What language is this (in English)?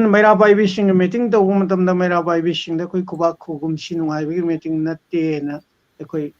Manipuri